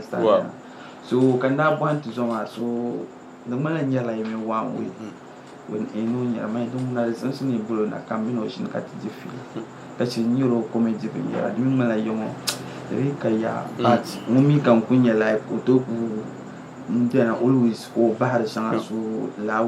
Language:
Dagbani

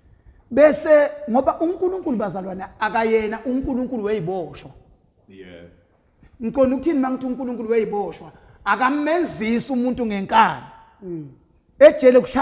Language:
Zulu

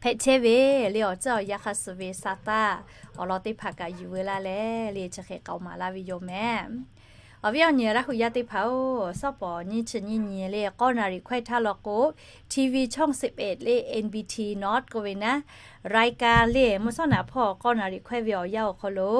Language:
Lahu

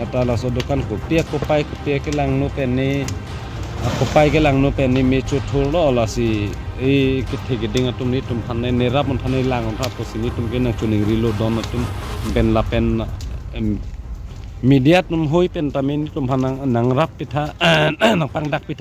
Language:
Karbi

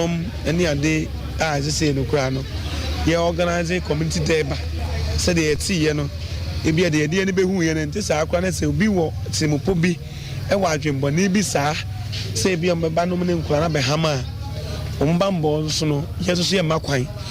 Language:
Akan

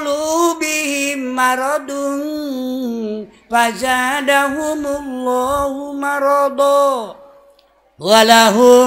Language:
Sundanese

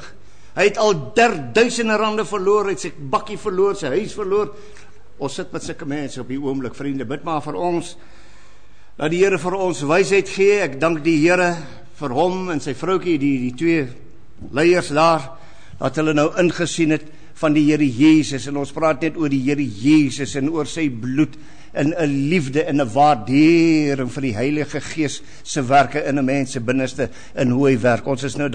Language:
Afrikaans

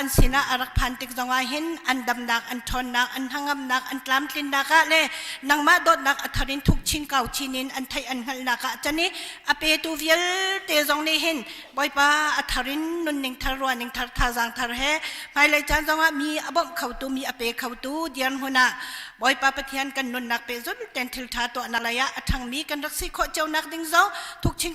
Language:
Hakha Chin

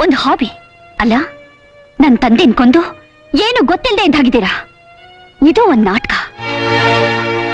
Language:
Kannada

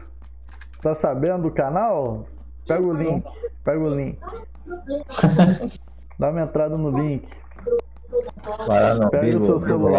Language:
Portuguese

